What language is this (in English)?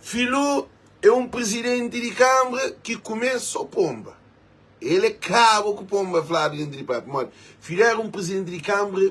Kabuverdianu